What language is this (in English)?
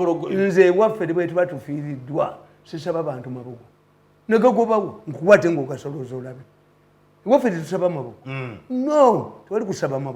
Ganda